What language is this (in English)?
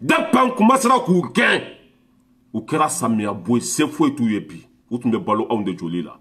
Bambara